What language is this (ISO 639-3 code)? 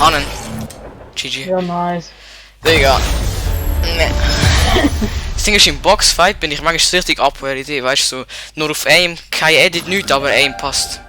gsw